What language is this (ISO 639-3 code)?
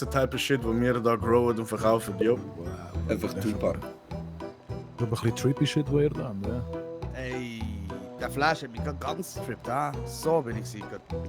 gsw